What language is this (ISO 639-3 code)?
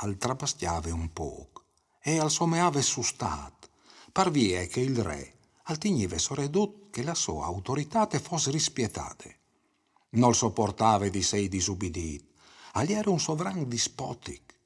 fur